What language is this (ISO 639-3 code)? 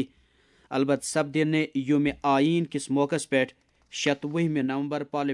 kas